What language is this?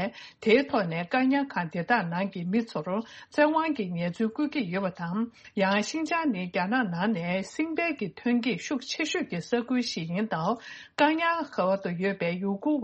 Tibetan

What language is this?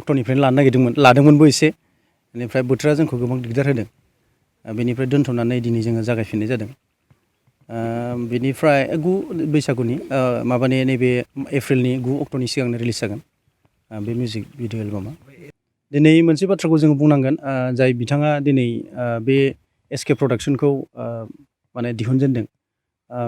Bodo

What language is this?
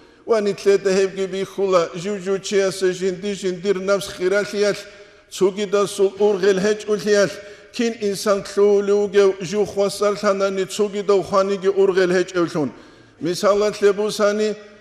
Avaric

